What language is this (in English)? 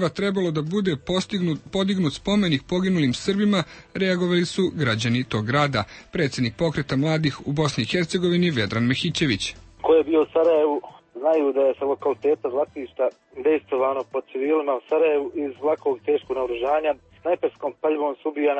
Serbian